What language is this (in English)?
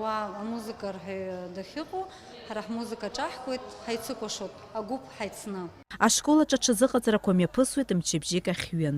Abkhazian